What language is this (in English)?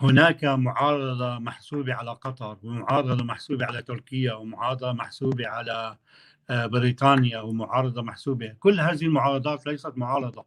North Levantine Arabic